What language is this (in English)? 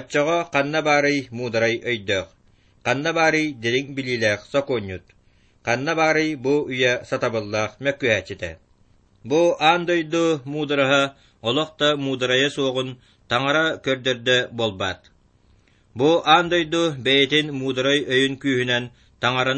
Yakut